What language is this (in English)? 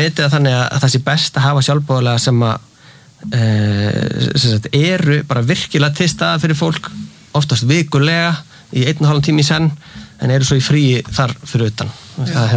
Icelandic